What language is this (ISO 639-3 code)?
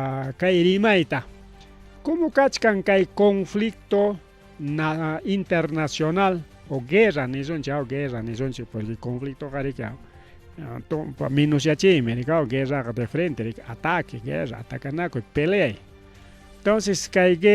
quy